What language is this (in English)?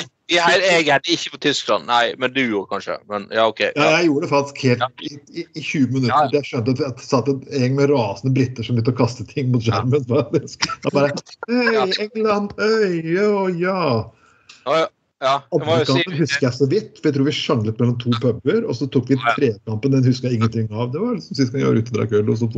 Norwegian